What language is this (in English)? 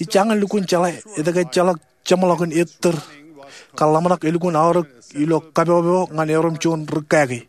Marshallese